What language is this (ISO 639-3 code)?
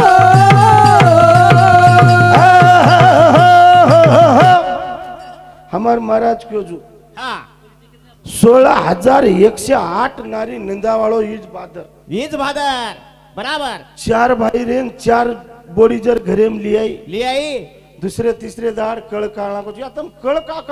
lmn